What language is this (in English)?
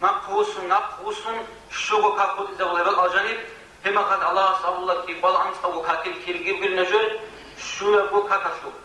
Avaric